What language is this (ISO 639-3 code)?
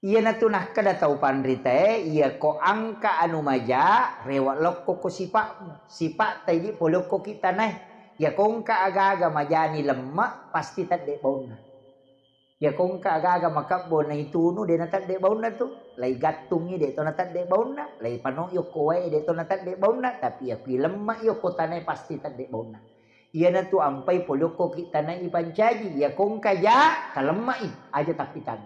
bug